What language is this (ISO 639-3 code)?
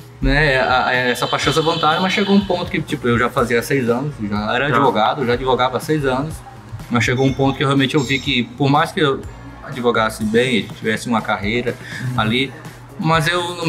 por